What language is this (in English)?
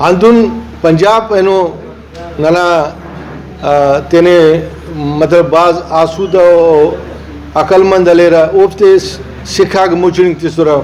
Brahui